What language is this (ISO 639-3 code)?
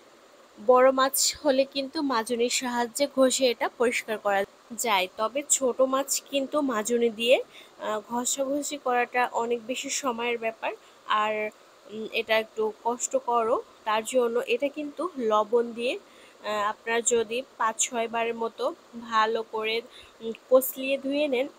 ben